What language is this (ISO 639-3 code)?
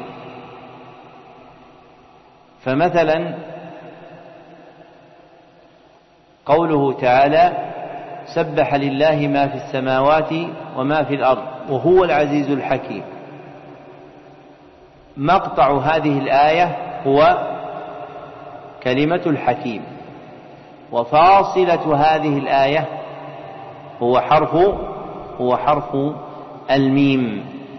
ara